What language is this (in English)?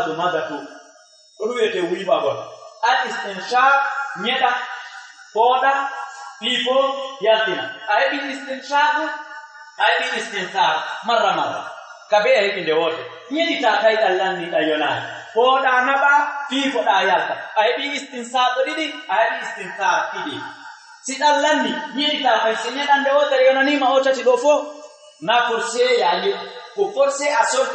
Fula